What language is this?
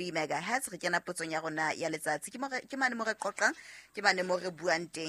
Southern Sotho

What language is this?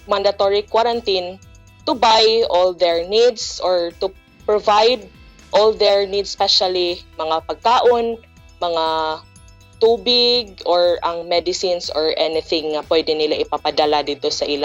Cebuano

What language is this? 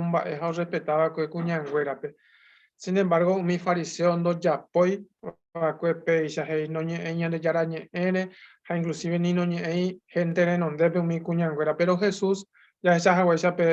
Guarani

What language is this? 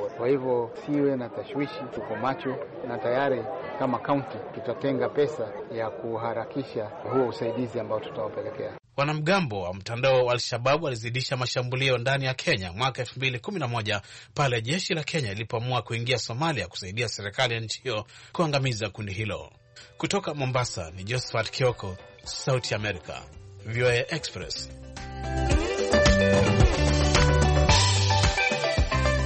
Swahili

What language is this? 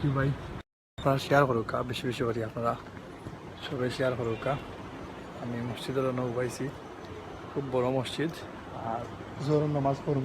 Sylheti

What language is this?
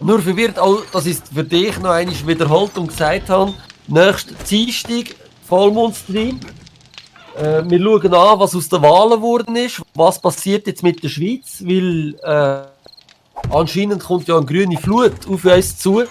Swiss German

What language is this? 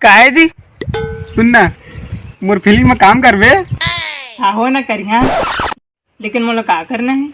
Chhattisgarhi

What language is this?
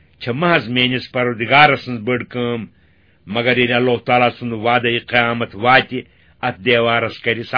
Kashmiri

